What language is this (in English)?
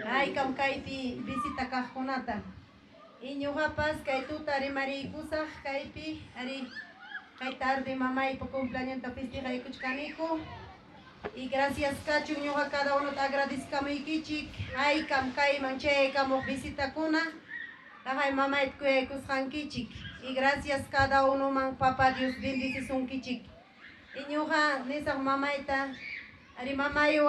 Ayacucho Quechua